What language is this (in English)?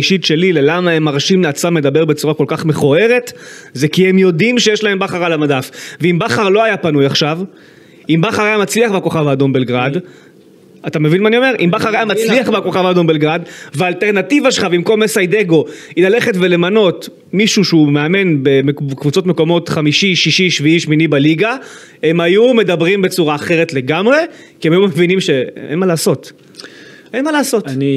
Hebrew